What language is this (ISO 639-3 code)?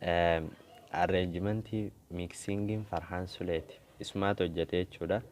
orm